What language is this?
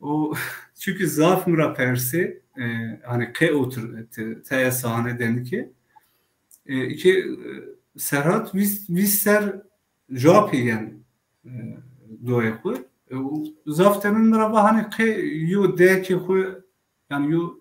Zaza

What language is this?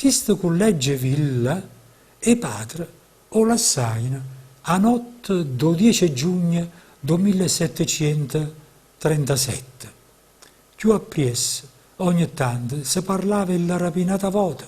Neapolitan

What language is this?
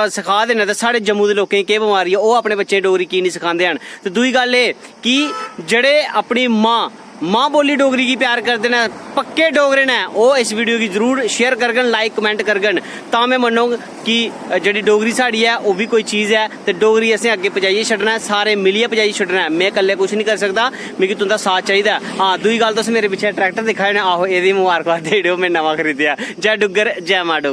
Dogri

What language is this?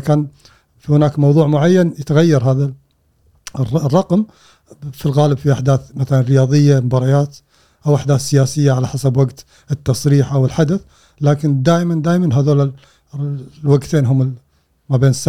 Gulf Arabic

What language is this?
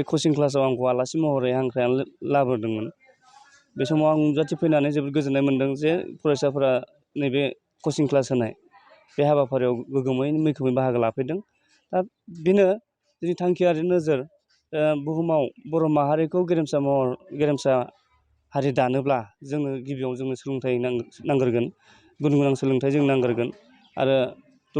Bodo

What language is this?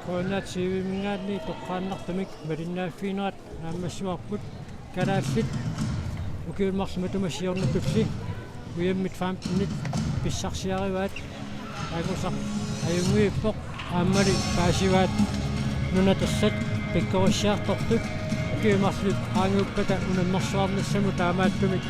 Kalaallisut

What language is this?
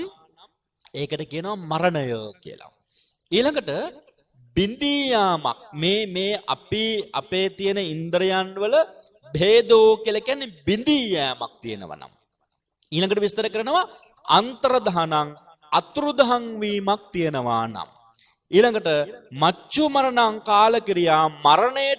Sinhala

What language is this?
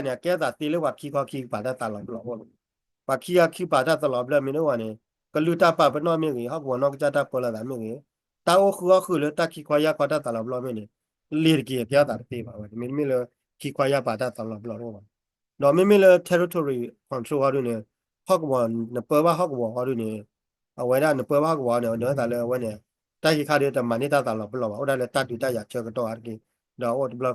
S'gaw Karen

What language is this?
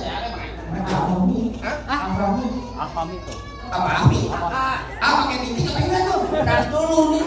Betawi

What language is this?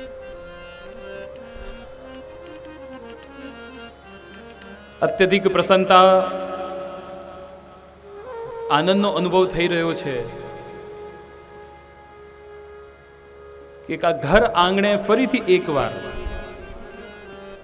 Gujarati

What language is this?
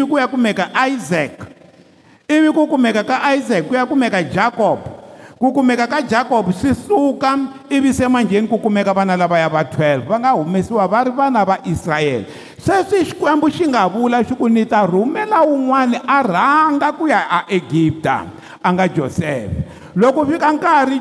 Tsonga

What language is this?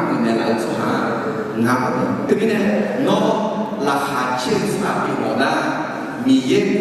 Akha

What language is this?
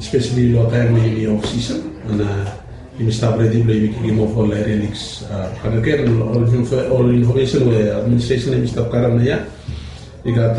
Bislama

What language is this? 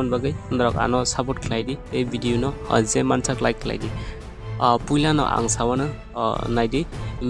Kok Borok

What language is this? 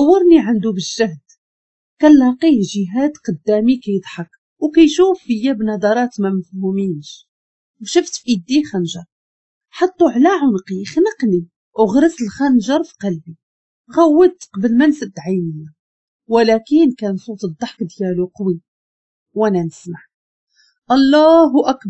Moroccan Arabic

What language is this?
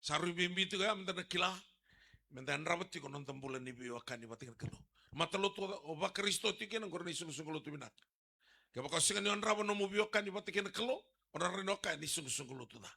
Fijian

